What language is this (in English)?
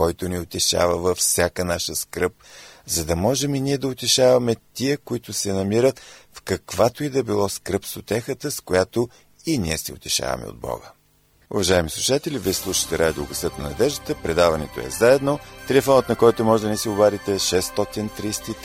Bulgarian